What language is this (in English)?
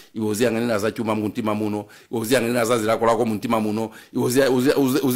Nyanja